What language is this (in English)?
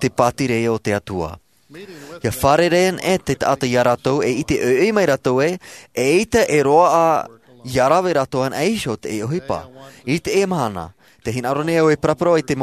Tahitian